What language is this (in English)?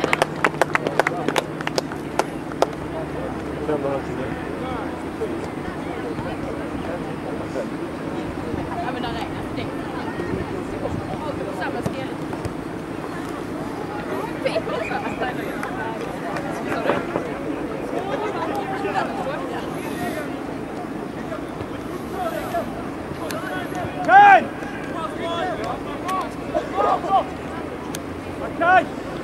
Swedish